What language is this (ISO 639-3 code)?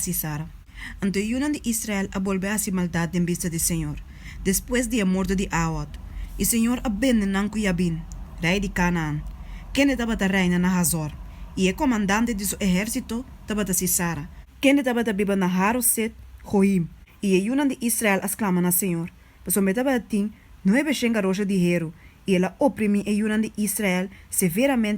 pap